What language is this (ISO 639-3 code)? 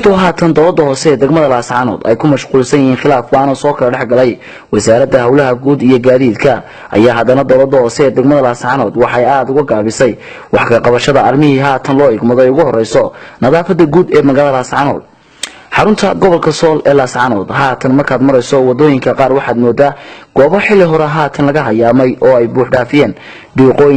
som